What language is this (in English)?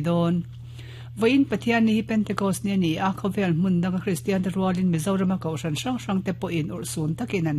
Mizo